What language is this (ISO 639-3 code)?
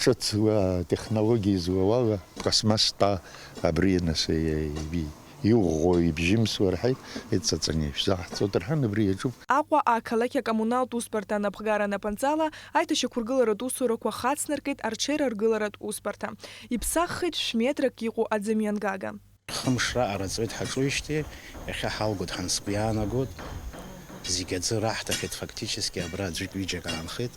abk